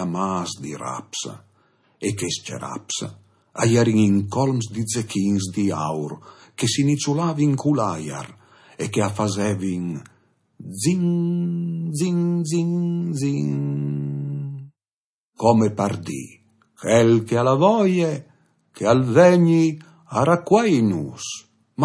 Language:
Friulian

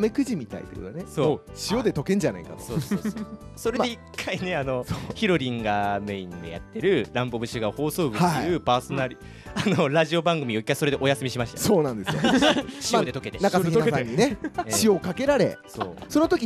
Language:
Japanese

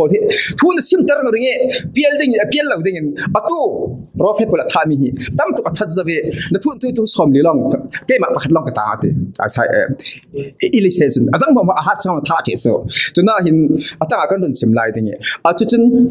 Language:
Falam Chin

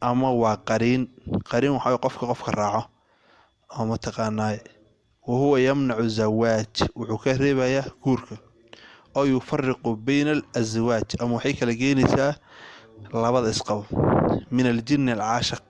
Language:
Somali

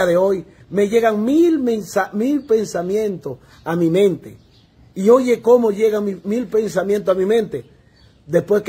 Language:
Spanish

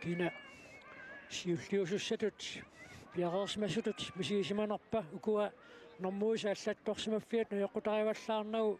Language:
Kalaallisut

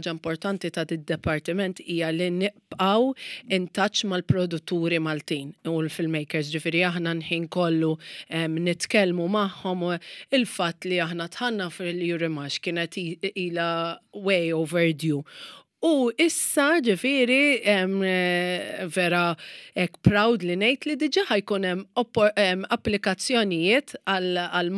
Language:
Maltese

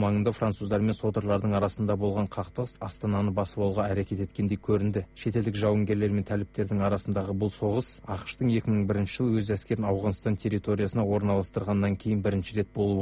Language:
Kazakh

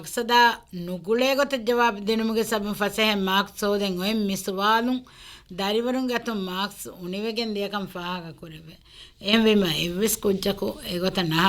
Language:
Divehi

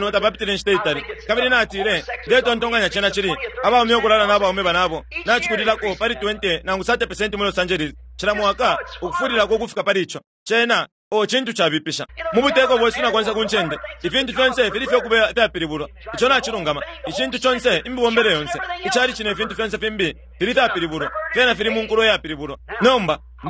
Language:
Bemba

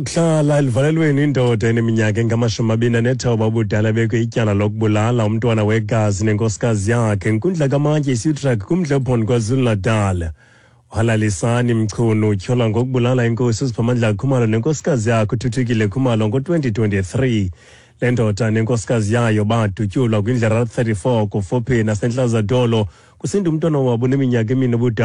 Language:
Xhosa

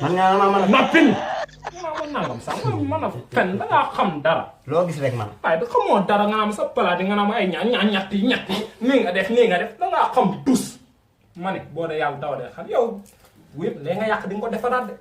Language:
Wolof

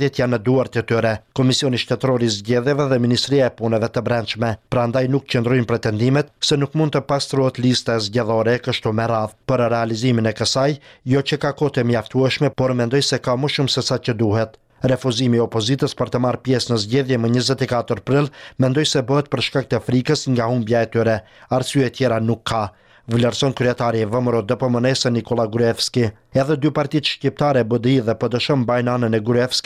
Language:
Albanian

